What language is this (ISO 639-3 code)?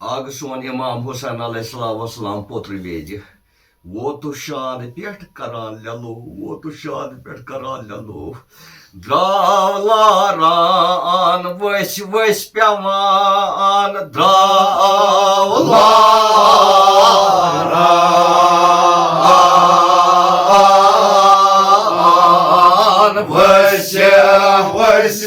kas